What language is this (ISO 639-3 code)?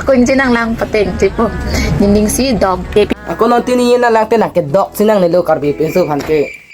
mjw